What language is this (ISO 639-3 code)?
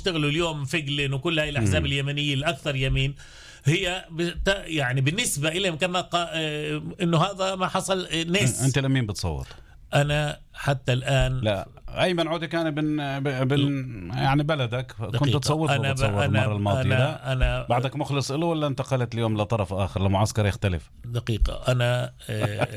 apc